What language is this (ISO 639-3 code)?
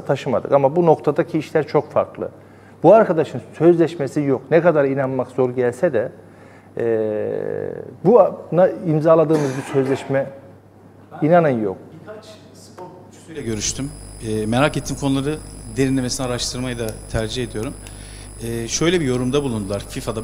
tur